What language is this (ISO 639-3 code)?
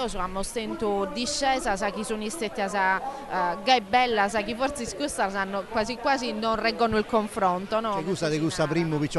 srd